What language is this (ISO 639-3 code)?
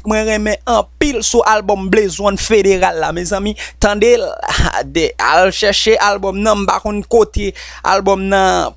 hat